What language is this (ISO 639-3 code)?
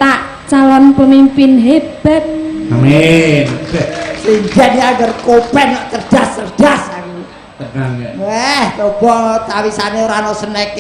jav